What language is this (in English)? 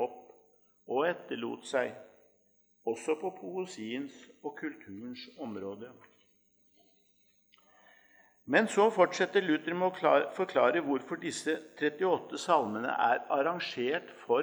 Norwegian